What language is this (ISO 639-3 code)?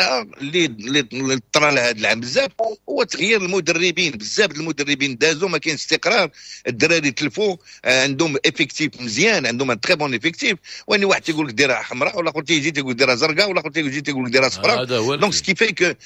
ary